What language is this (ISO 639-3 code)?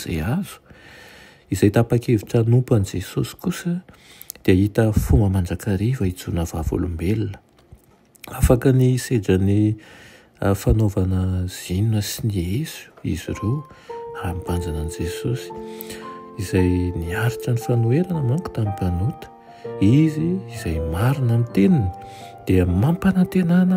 mlg